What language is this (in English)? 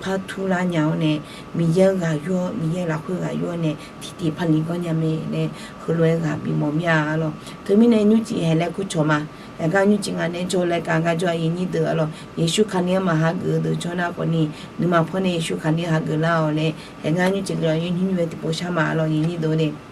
Akha